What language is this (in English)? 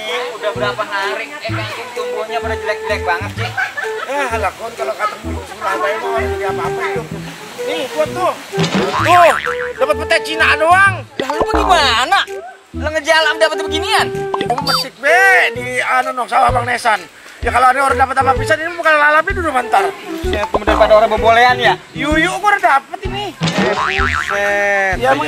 Betawi